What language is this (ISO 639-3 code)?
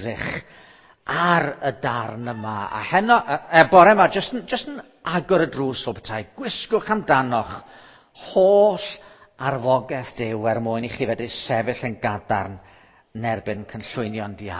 cym